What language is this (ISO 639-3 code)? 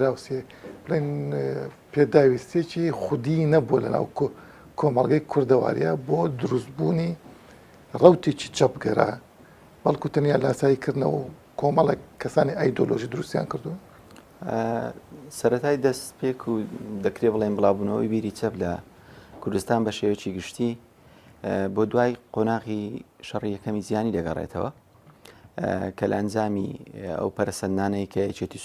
ckb